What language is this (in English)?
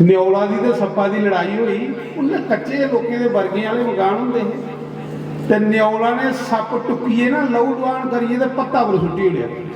Dogri